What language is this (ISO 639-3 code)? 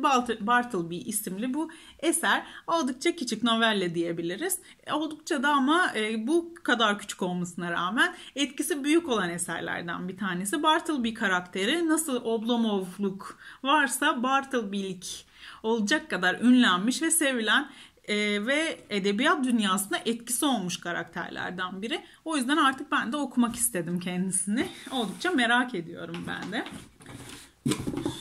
tur